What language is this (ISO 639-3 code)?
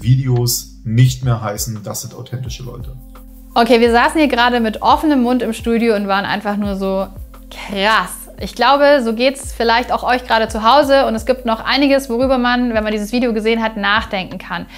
deu